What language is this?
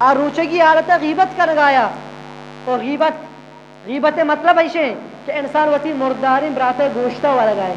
Eastern Balochi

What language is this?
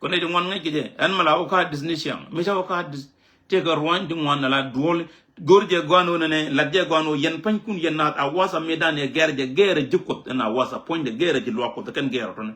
Nuer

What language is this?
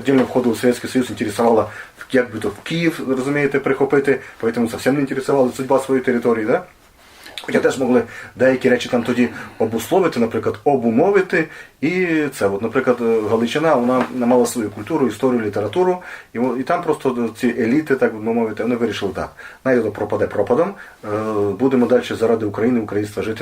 Rusyn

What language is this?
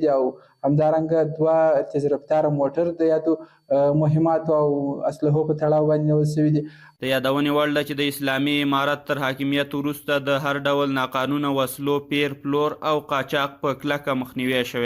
Pashto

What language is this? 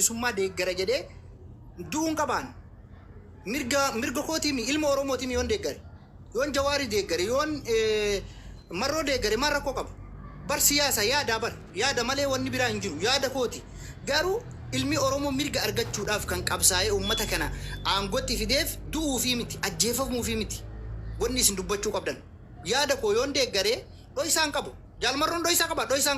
Oromo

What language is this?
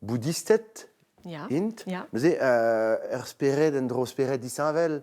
Breton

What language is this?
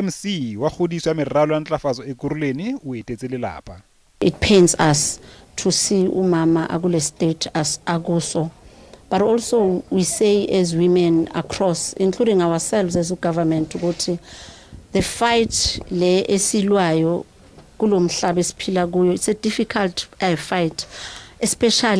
Southern Sotho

